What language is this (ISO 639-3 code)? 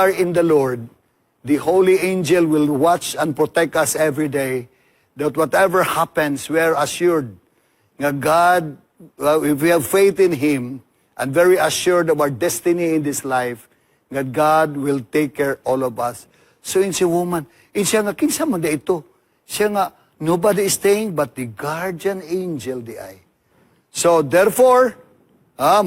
ceb